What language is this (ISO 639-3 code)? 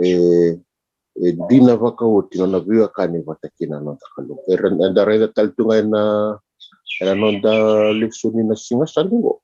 fij